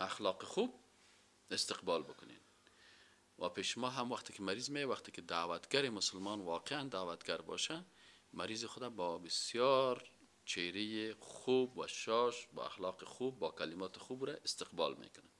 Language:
Persian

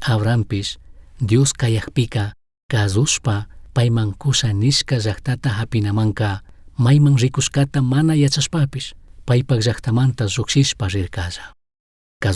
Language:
Chimborazo Highland Quichua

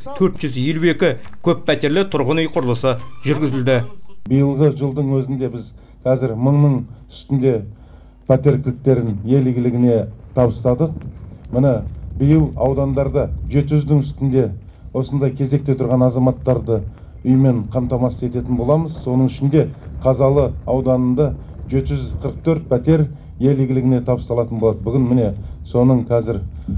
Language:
Kazakh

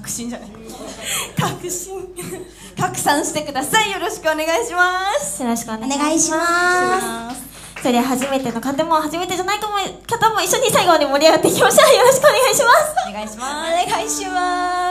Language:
Japanese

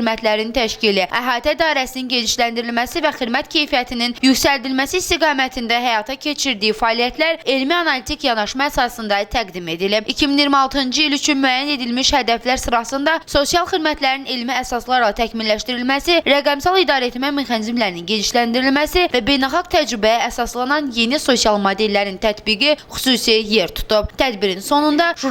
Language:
Azerbaijani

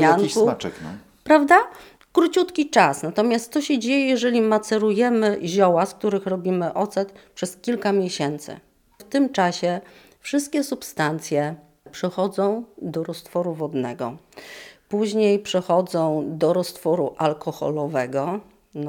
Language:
Polish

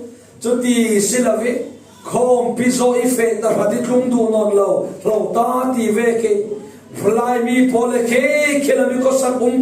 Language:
Falam Chin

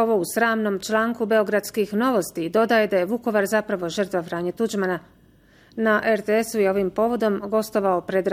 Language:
Bosnian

